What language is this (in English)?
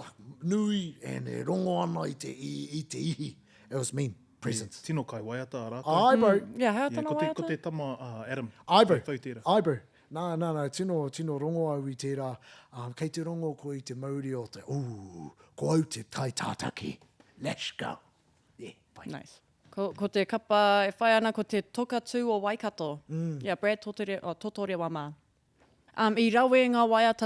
Māori